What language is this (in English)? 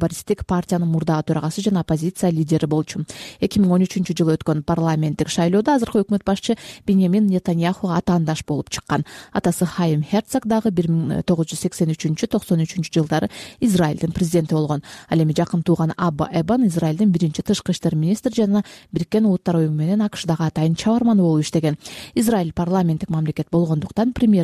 Kyrgyz